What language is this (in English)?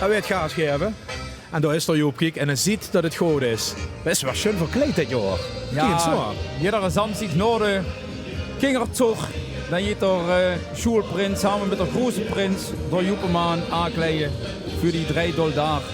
Limburgish